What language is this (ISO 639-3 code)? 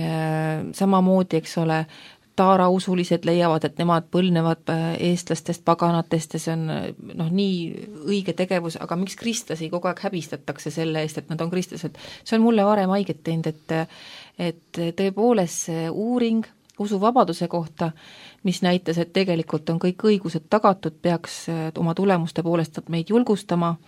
est